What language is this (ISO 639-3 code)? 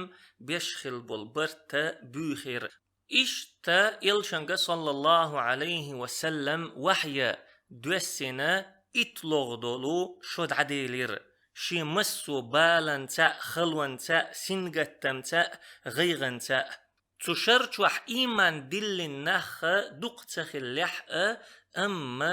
che